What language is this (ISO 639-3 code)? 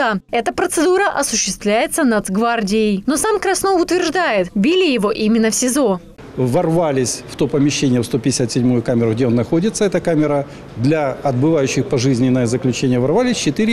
rus